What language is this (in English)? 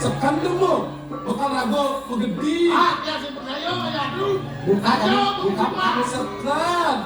Balinese